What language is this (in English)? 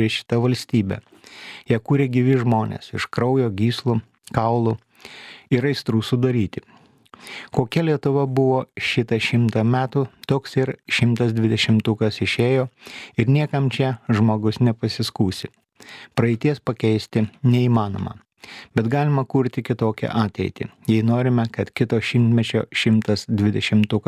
Lithuanian